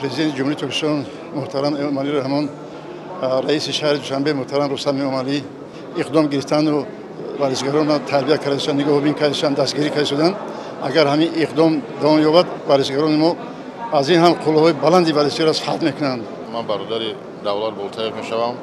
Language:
Tajik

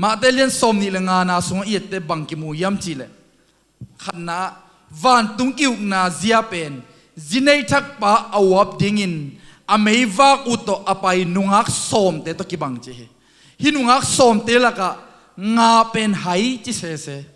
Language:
Tedim Chin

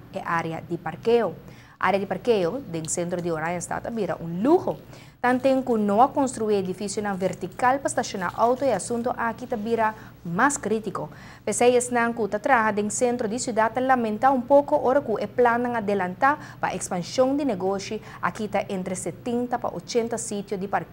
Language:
Papiamento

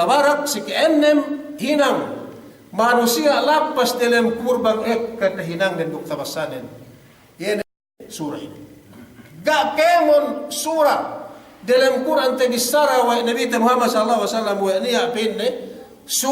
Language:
Yakan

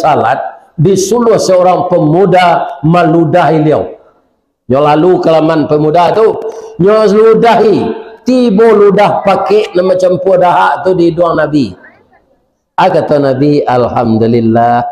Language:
Minangkabau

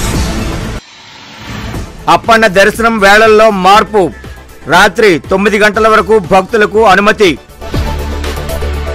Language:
Telugu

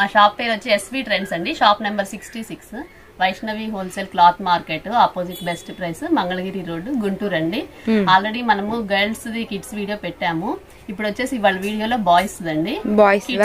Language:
Telugu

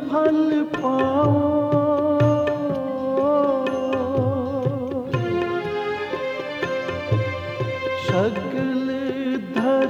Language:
Punjabi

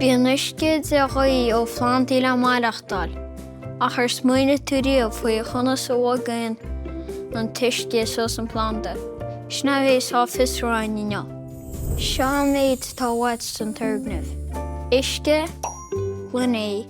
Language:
Irish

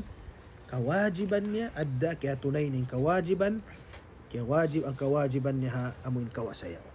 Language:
Tausug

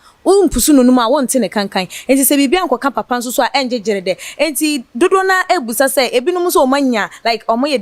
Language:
Akan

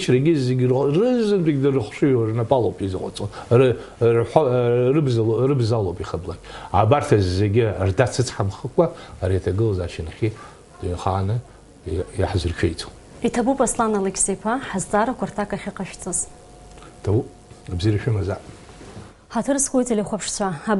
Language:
Abkhazian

